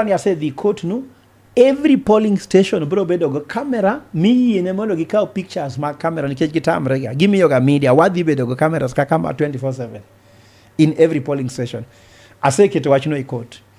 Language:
Luo (Kenya and Tanzania)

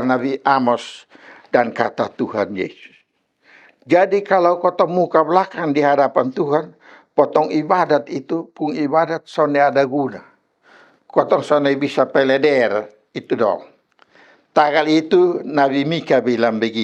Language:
Kupang Malay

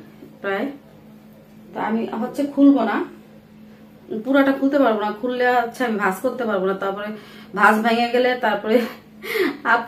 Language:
Bangla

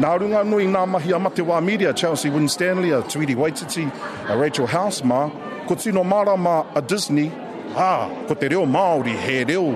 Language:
Māori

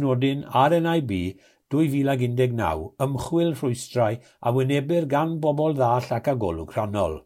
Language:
Welsh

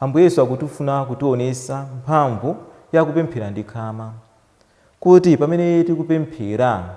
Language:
Nyanja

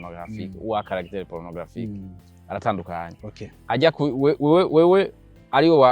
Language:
Rundi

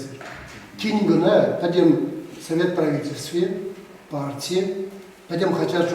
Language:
Chuvash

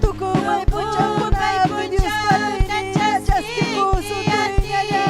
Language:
Ayacucho Quechua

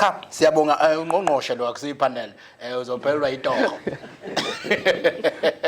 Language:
Zulu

